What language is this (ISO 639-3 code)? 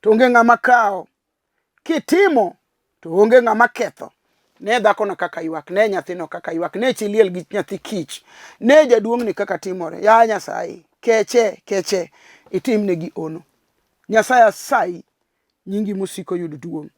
luo